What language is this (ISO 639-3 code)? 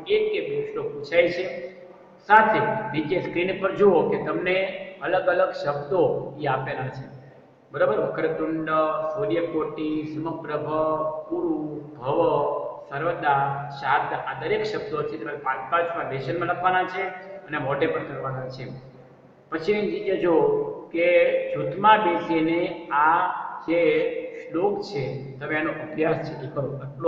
guj